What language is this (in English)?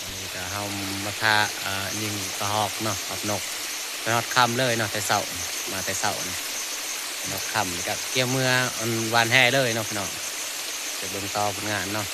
Northeastern Thai